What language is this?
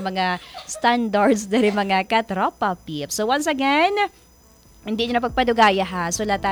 Hiligaynon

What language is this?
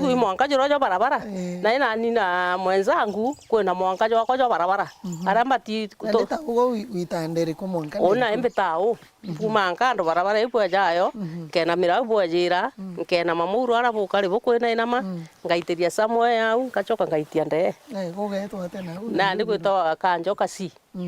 Meru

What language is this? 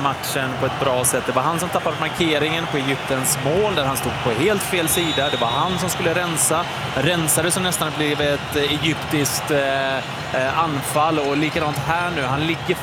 Swedish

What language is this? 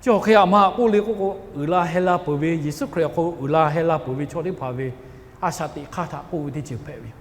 Lahu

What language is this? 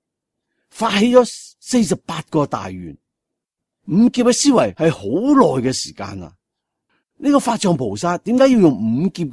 Cantonese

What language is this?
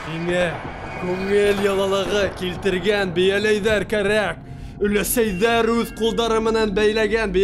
Bashkir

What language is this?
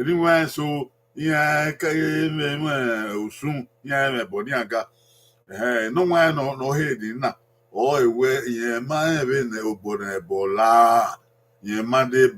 Bini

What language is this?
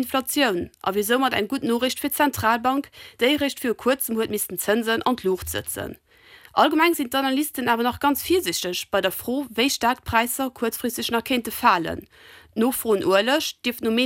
Luxembourgish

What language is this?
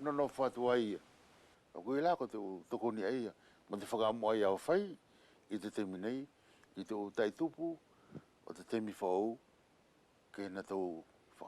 Wallisian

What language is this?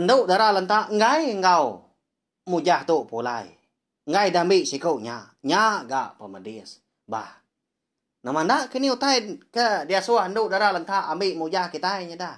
Iban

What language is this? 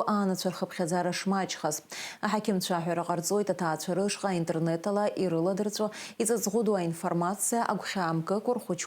Abkhazian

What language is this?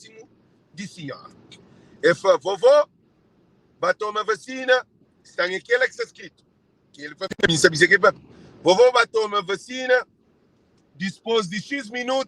Kabuverdianu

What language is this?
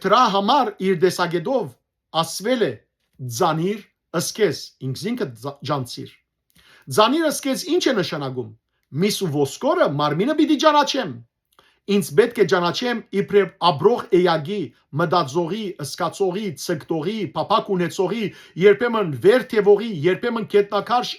Western Armenian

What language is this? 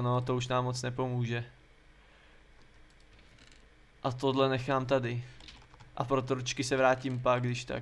Czech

